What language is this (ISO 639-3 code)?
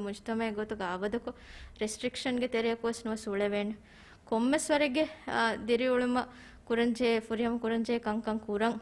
div